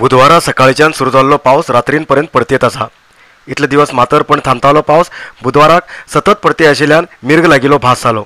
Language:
Konkani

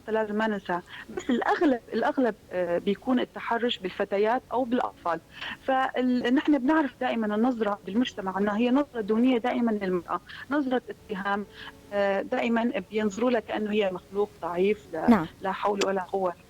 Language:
North Levantine Arabic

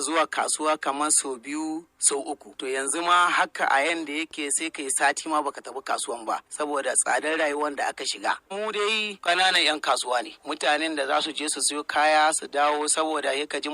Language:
Hausa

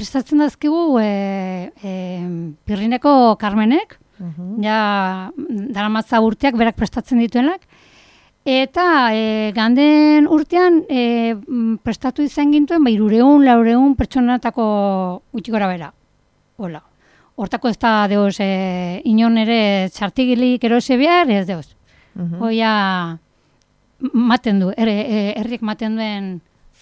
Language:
Basque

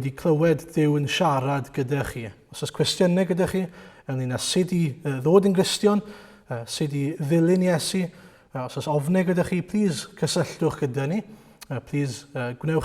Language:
Welsh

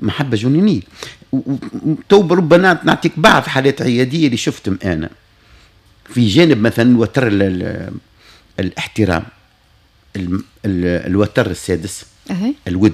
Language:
Tunisian Arabic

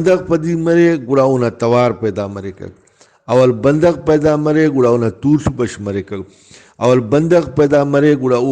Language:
Brahui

